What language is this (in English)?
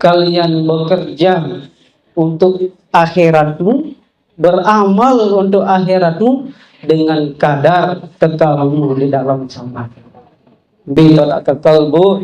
Sasak